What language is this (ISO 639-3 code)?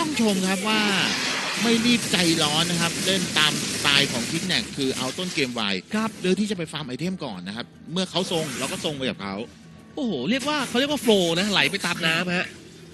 tha